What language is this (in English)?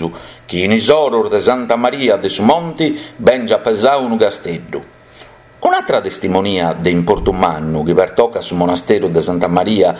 Sardinian